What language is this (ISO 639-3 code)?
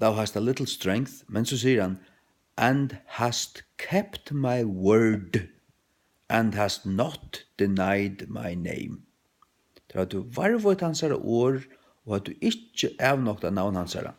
fao